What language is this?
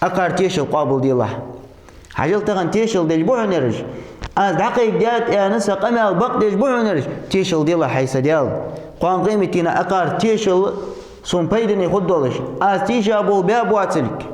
Ingush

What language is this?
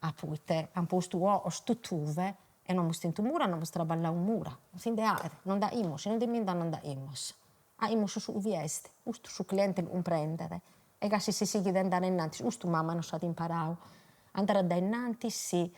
Sardinian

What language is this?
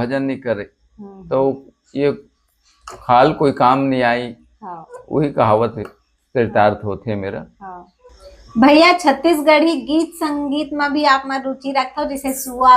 Chhattisgarhi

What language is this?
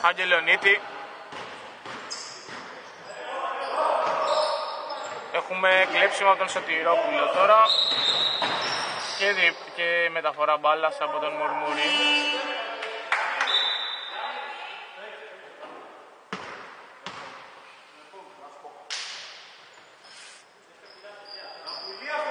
Greek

